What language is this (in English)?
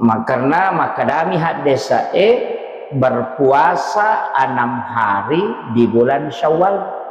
Buginese